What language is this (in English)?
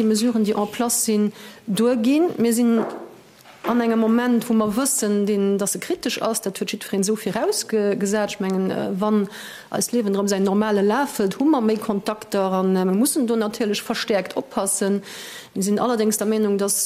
Luxembourgish